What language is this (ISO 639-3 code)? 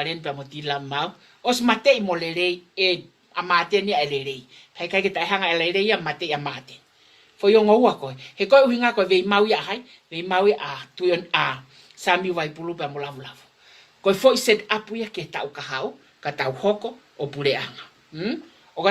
ton